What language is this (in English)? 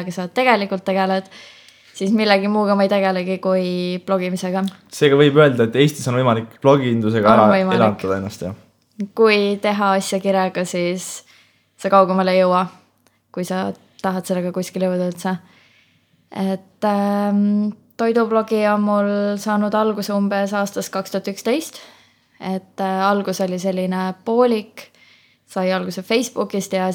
Estonian